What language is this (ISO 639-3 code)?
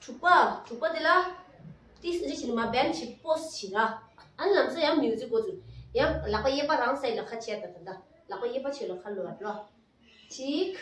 bod